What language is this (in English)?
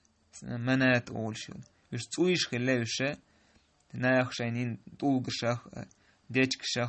Chechen